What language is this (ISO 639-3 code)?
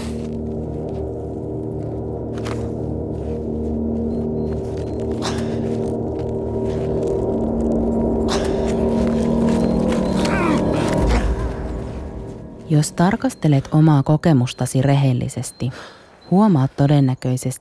fin